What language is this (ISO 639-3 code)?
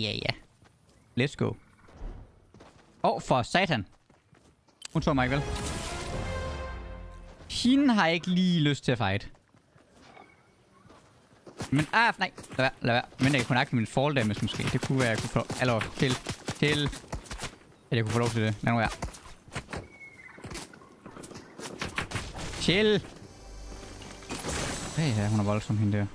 dan